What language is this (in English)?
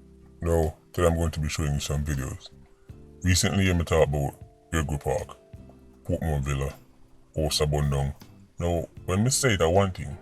Jamaican Creole English